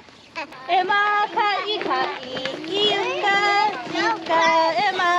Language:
Hawaiian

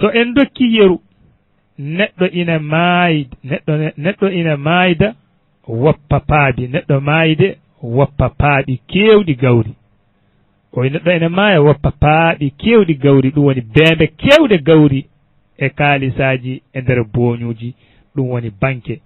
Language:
Fula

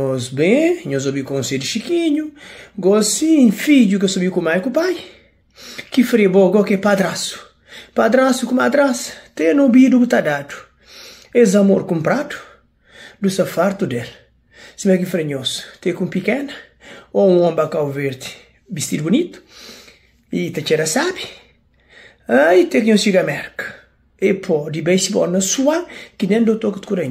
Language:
Kabuverdianu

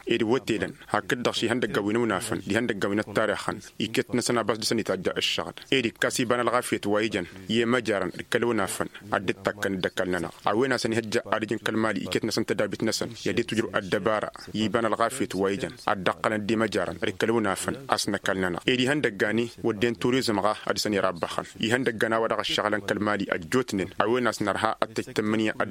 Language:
Tamasheq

